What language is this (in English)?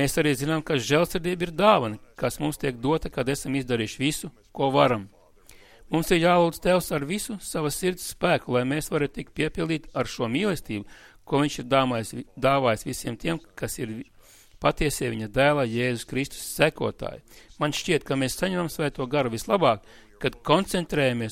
Latvian